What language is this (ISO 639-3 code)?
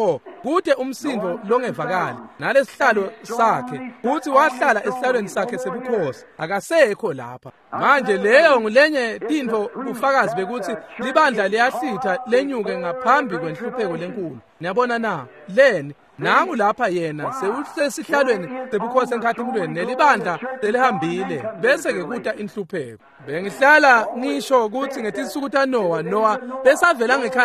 ssw